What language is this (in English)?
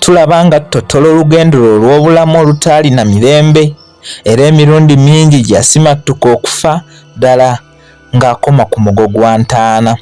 Ganda